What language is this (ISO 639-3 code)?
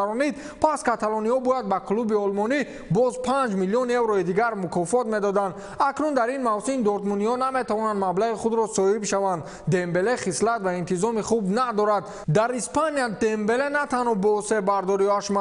tgk